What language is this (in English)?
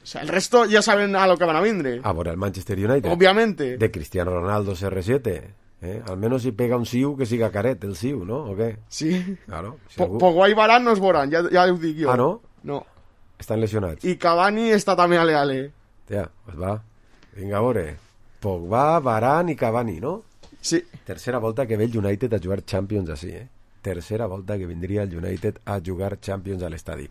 Catalan